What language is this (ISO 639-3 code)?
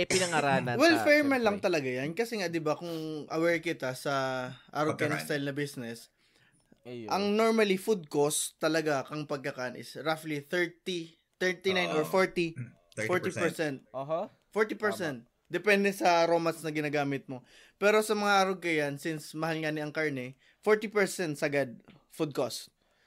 bik